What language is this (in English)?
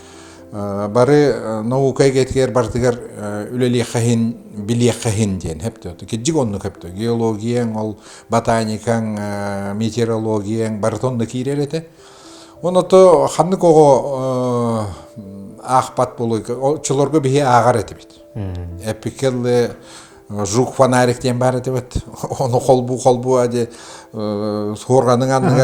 Yakut